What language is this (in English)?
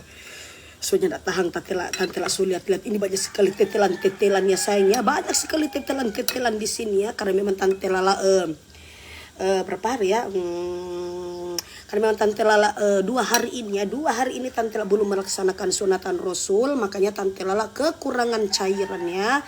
Manado Malay